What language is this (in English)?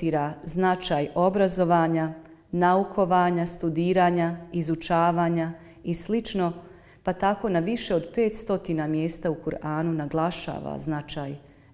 Bosnian